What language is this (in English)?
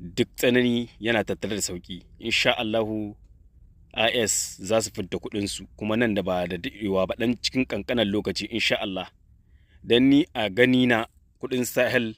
Hausa